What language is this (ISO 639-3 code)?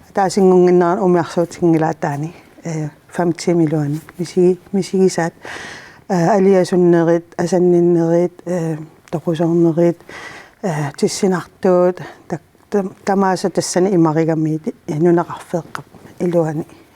kal